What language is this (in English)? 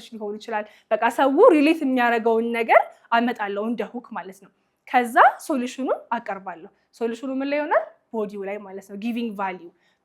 Amharic